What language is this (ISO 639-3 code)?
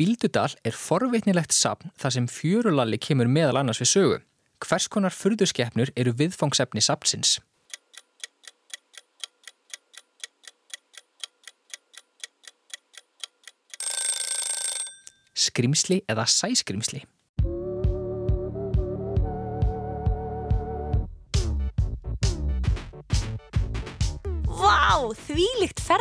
isl